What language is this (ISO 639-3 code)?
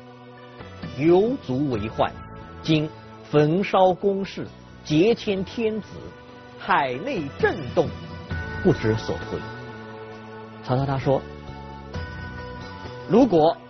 zho